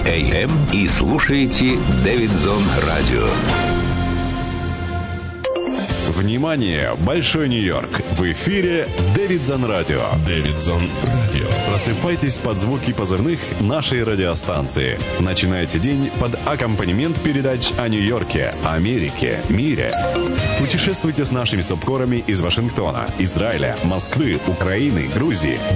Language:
Russian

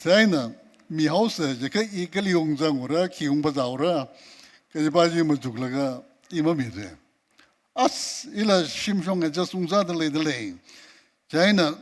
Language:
Tangkhul Naga (India)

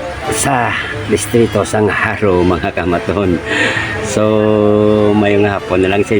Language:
Hiligaynon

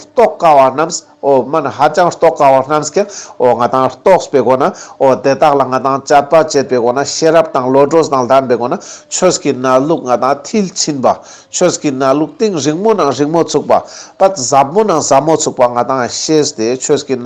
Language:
Ladakhi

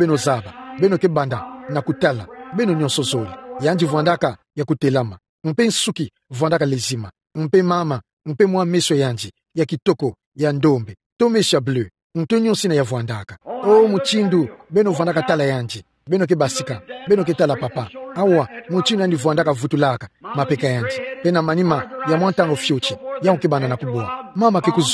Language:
Kituba (Democratic Republic of Congo)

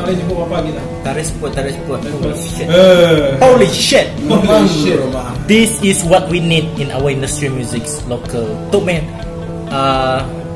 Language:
Malay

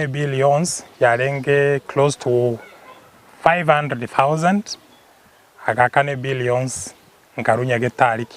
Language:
Gusii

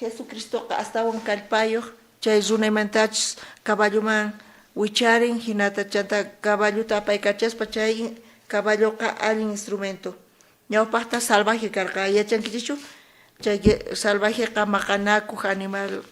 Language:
South Bolivian Quechua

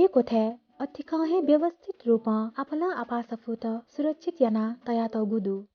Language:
Newari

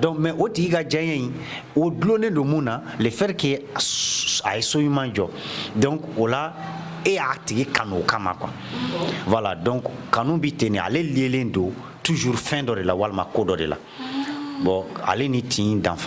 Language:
Bambara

